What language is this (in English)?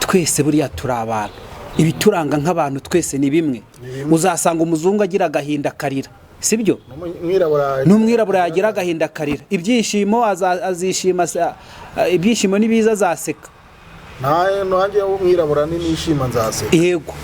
Kinyarwanda